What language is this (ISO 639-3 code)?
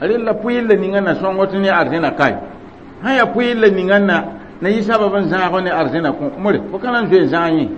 mos